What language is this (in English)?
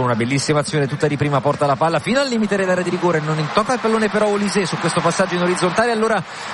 Italian